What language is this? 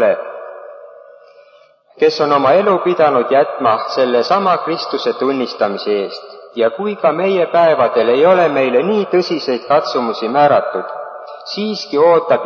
Estonian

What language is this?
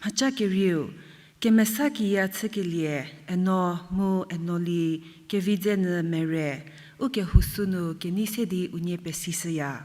Angami Naga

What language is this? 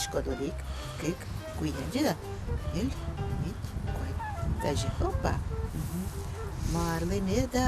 Udmurt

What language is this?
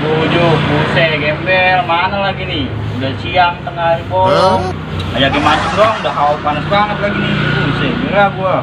Betawi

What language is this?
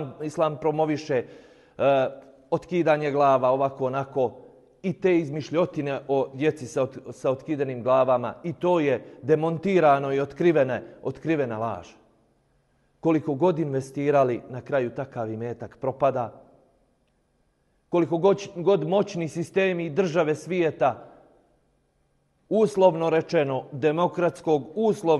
Bosnian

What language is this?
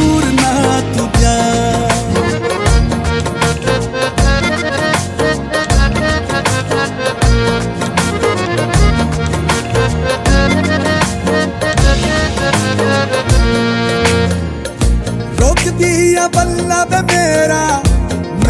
Punjabi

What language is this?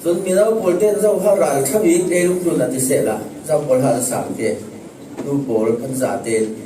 Falam Chin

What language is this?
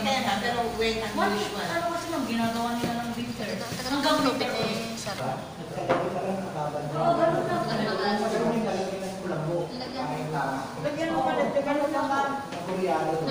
Filipino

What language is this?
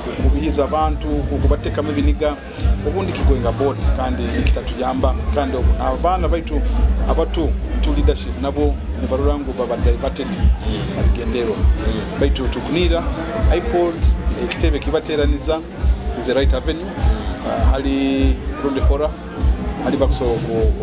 Nyoro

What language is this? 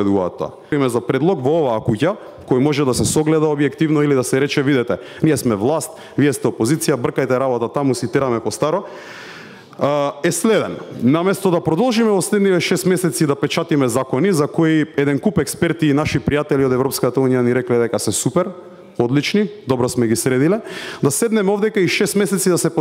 Macedonian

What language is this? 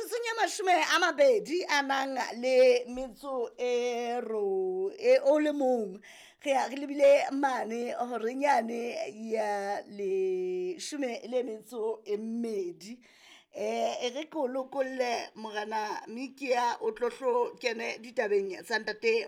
Southern Sotho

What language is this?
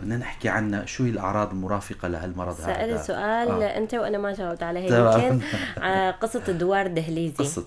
North Levantine Arabic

